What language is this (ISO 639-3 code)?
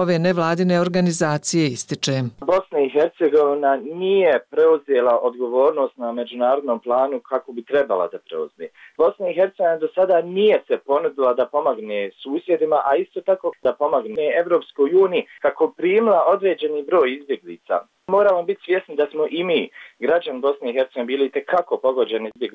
bos